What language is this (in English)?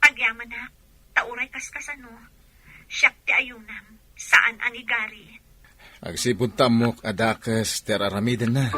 Iloko